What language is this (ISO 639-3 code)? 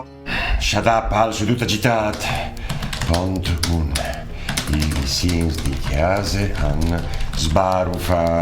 fur